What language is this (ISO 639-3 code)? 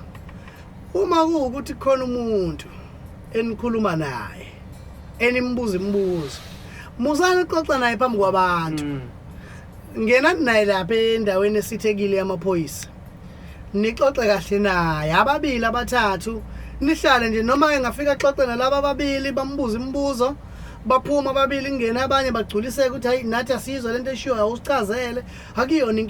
zul